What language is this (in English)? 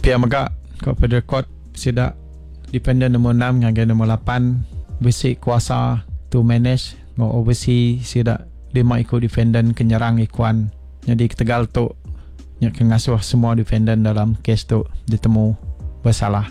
Iban